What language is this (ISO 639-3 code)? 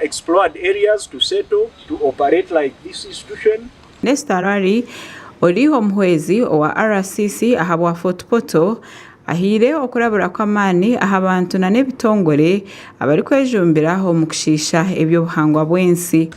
nyn